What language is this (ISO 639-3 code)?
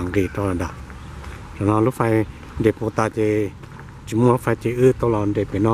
hmn